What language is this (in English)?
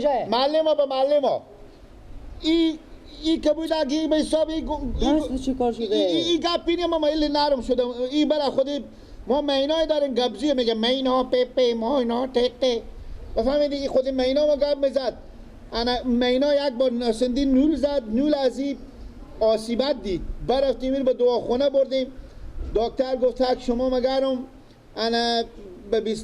Persian